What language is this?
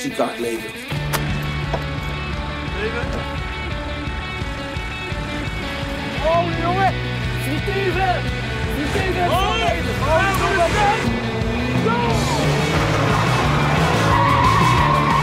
Dutch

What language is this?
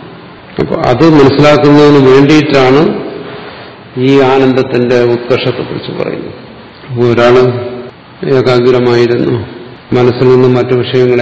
Malayalam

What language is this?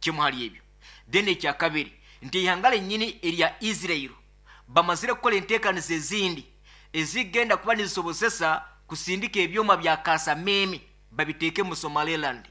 Nyoro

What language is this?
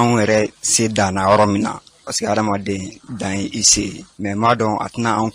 Bambara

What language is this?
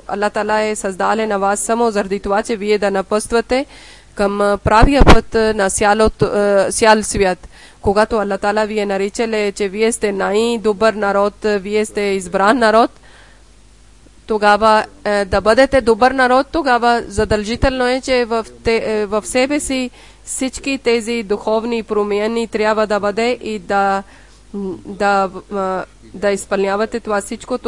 Bulgarian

